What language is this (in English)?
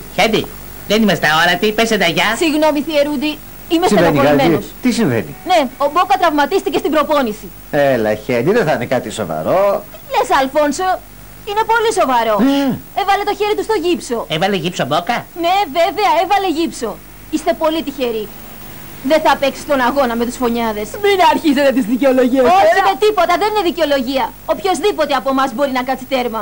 Greek